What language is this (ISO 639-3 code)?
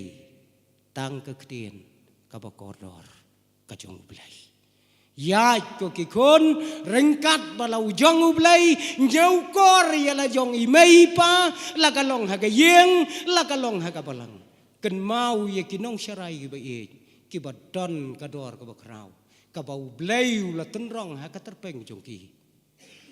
kha